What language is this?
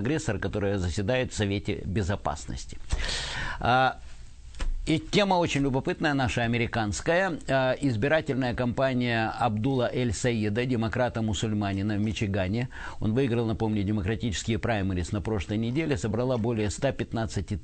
Russian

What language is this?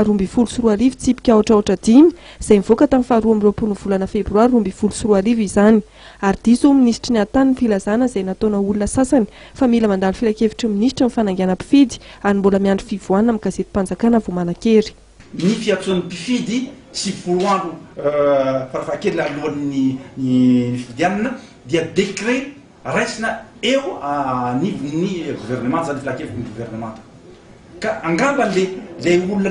Malagasy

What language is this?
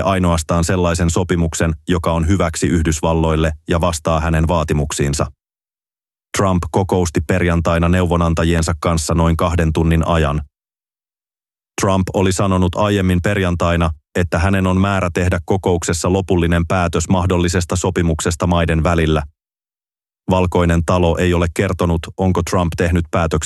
Finnish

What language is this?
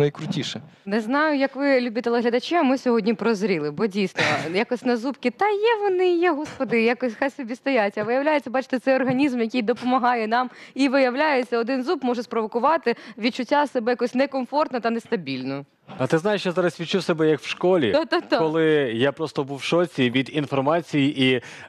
Ukrainian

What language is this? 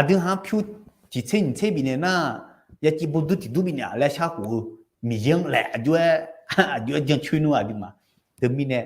Akha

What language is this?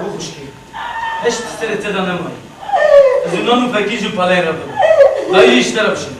Kurdish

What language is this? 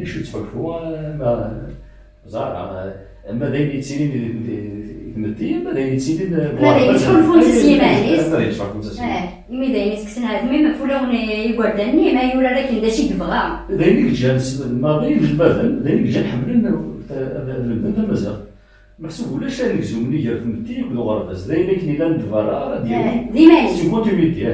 Kabyle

